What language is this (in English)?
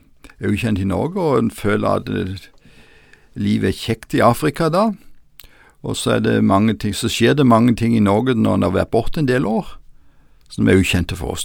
Norwegian